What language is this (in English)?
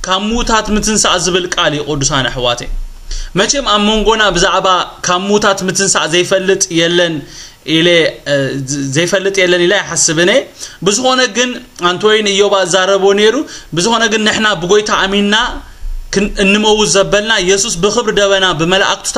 Tigrinya